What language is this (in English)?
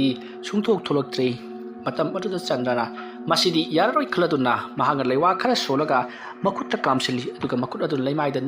Manipuri